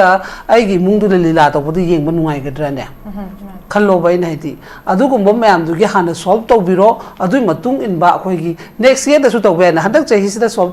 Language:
Manipuri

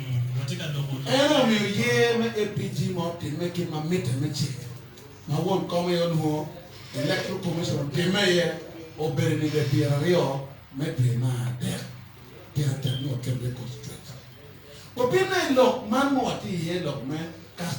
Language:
Acoli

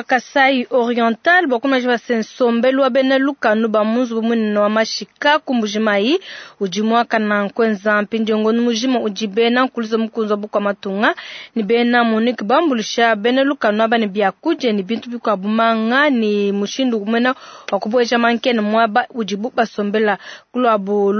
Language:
Luba-Lulua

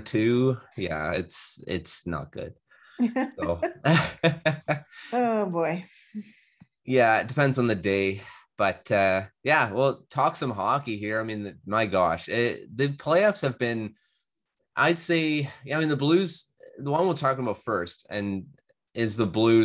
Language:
English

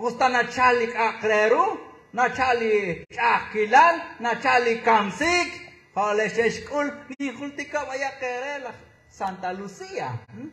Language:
Kekchí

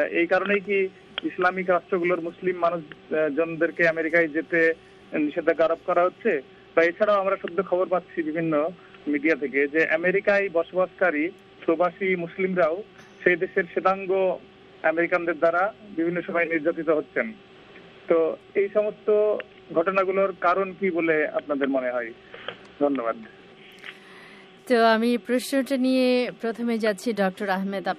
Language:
Bangla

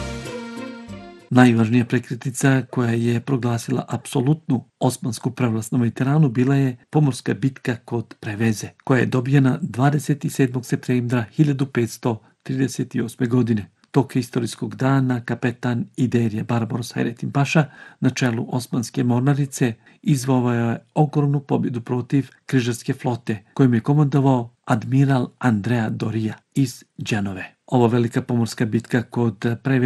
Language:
Bosnian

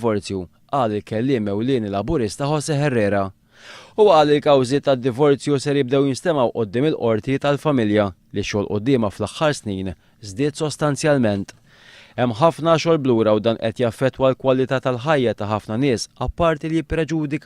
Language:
Maltese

